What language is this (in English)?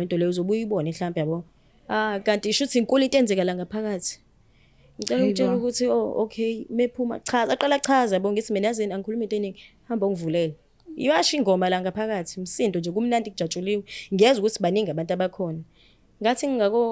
Zulu